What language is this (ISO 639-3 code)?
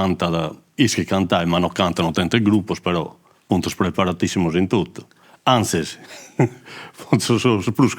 srd